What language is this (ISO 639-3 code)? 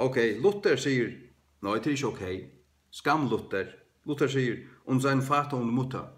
fao